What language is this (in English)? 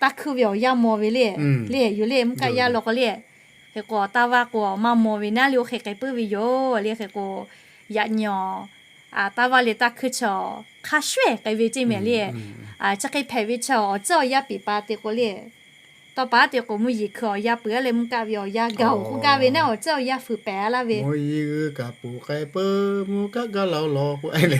Lahu